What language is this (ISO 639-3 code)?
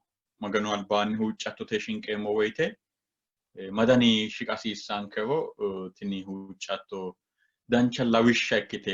sid